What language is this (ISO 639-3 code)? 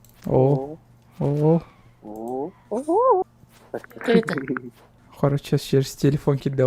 sah